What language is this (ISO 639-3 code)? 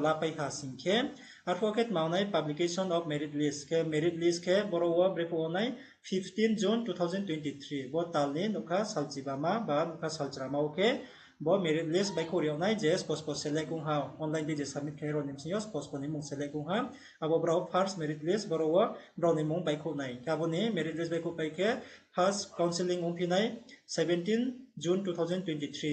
ria